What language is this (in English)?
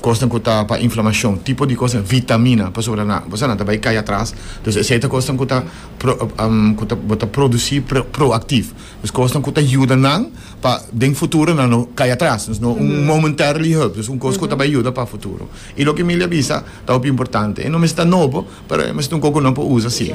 Papiamento